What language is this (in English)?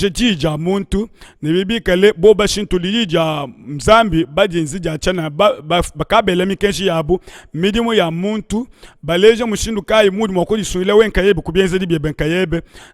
Luba-Lulua